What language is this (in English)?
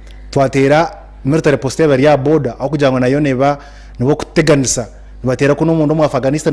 Nyankole